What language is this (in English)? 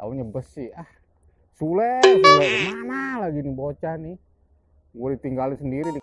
Betawi